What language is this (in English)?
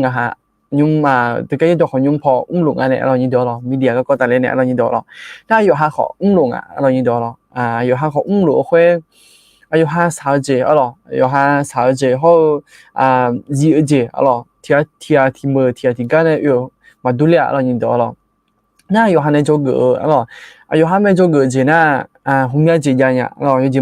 Akha